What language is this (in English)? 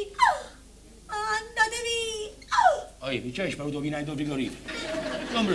Neapolitan